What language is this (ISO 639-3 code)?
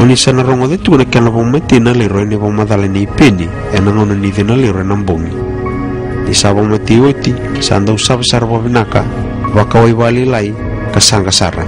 fij